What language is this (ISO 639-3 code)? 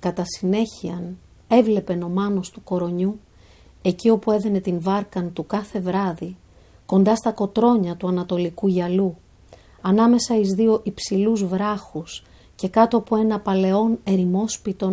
ell